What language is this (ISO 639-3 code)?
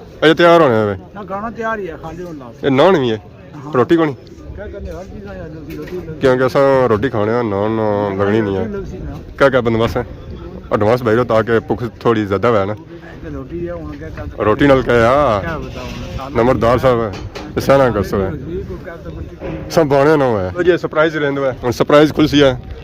phr